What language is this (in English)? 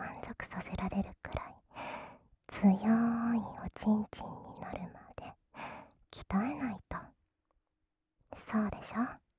Japanese